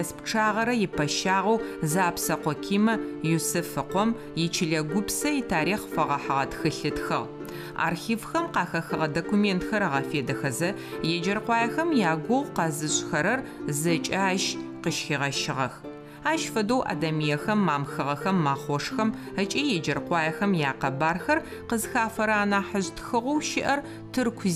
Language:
Adyghe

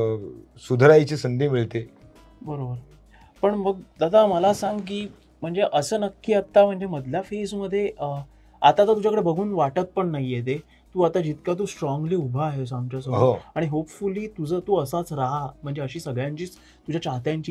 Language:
Marathi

